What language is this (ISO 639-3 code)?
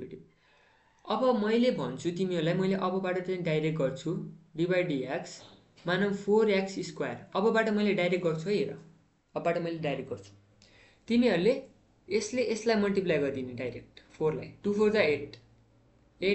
nep